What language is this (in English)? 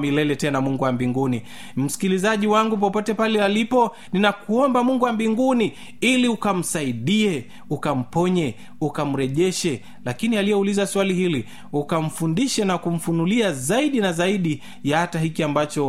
Swahili